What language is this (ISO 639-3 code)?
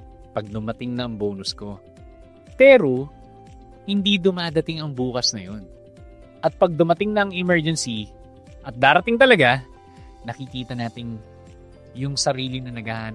fil